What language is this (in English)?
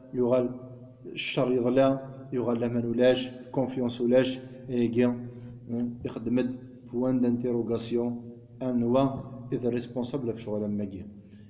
Kabyle